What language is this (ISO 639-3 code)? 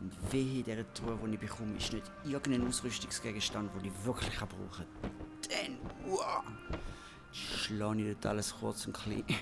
gsw